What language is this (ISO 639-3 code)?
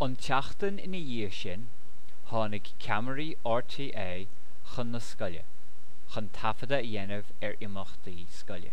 gle